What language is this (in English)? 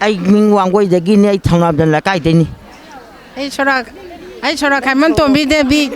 Manipuri